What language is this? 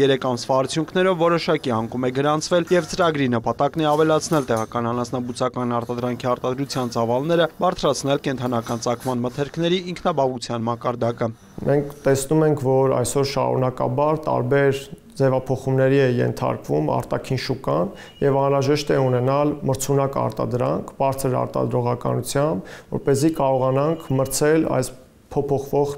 Armenian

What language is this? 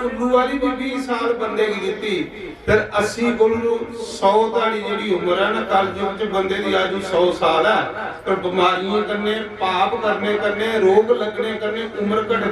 Dogri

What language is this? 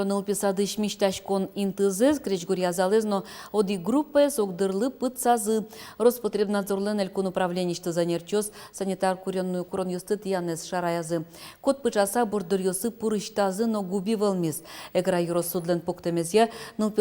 Udmurt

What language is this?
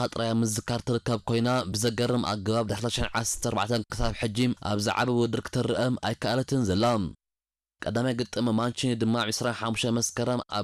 Tigrinya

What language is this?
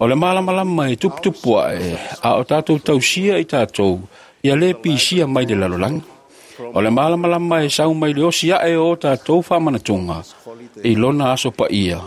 Samoan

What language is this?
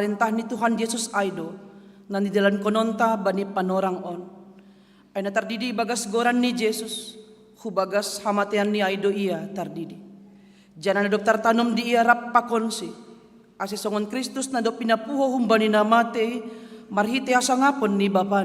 Batak Simalungun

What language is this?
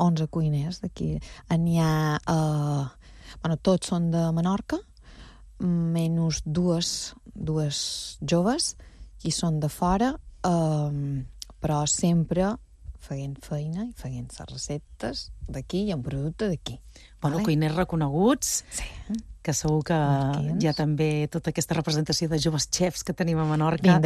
Catalan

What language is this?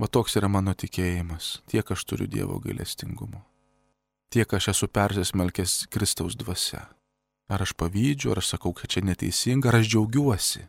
Lithuanian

